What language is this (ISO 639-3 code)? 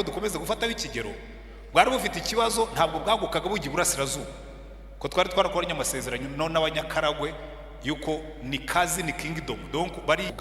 kin